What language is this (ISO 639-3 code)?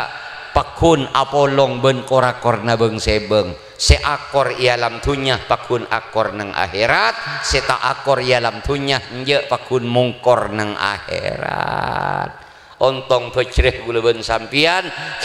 mad